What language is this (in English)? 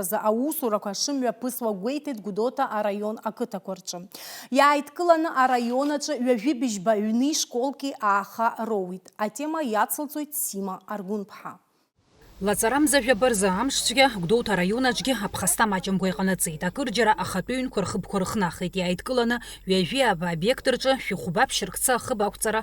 Abkhazian